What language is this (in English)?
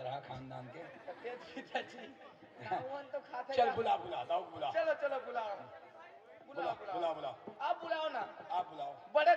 Chhattisgarhi